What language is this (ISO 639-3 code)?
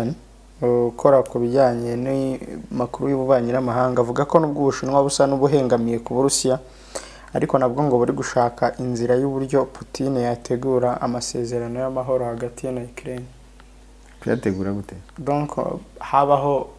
kin